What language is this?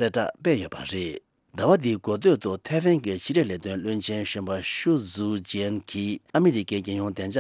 Tibetan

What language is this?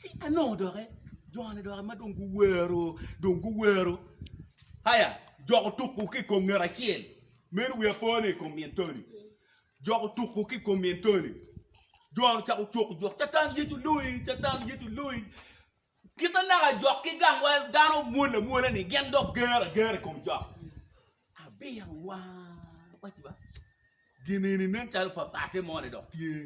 Acoli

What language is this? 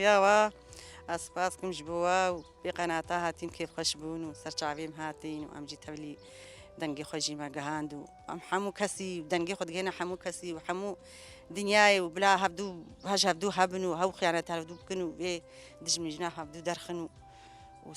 Kurdish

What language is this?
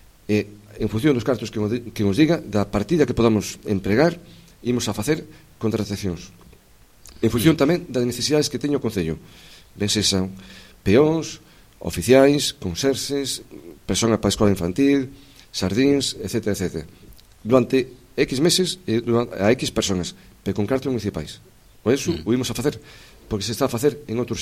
Galician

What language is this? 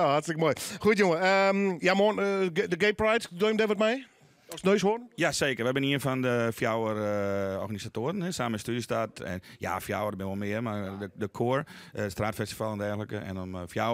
Western Frisian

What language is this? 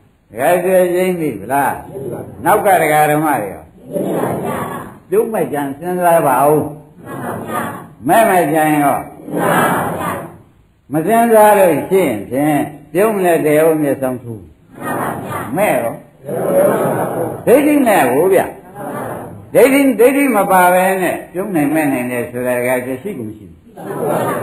Burmese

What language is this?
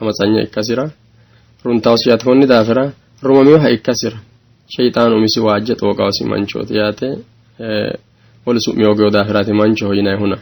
Sidamo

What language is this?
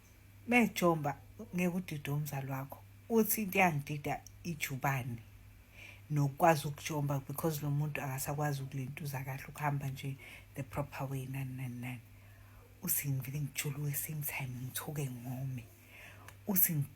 Zulu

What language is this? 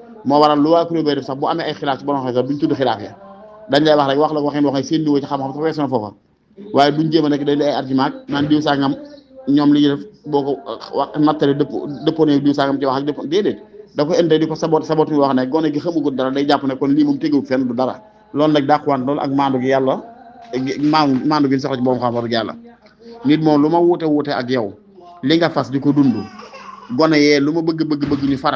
Wolof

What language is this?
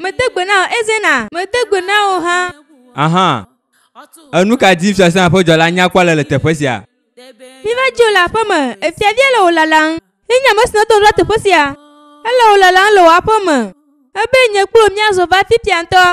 Ewe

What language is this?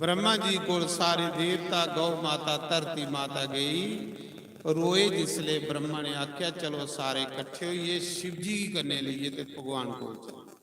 Dogri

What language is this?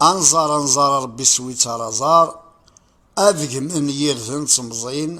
Kabyle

